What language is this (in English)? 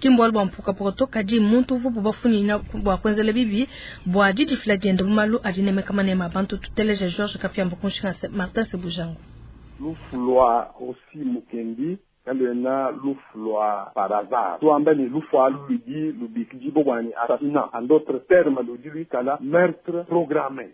Luba-Lulua